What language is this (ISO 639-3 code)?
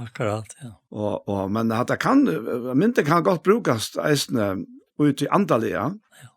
fao